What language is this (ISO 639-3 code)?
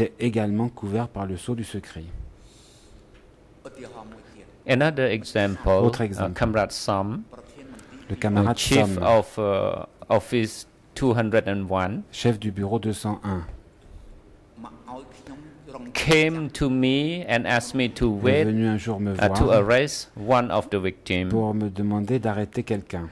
fra